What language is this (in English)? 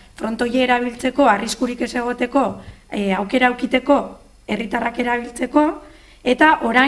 Basque